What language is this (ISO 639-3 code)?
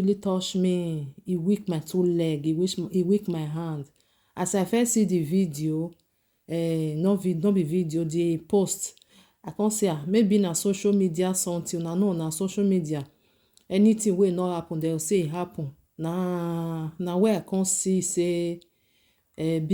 pcm